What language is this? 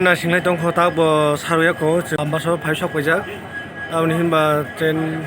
Kok Borok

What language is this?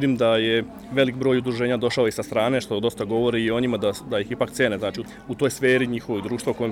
Serbian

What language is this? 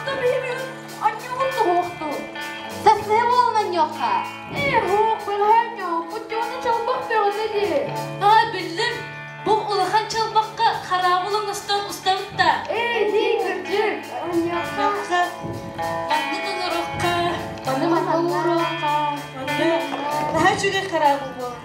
Yakut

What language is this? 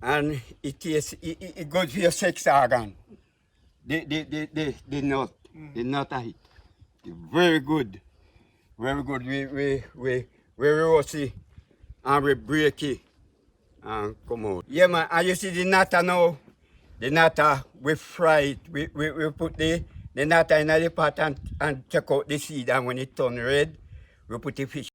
Jamaican Creole English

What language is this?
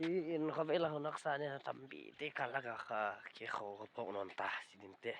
Paite Chin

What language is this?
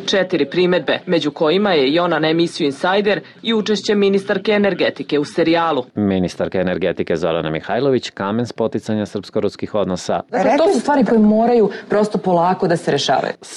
Serbian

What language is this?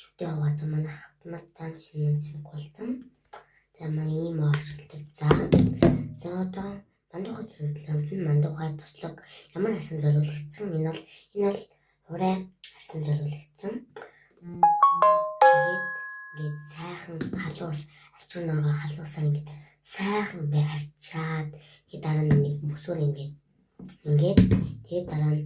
Mongolian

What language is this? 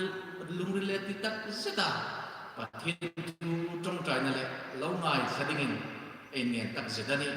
Hmar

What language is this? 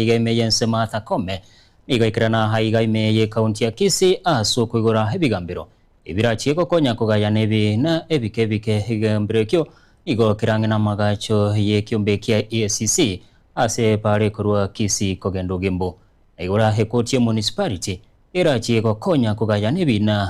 Gusii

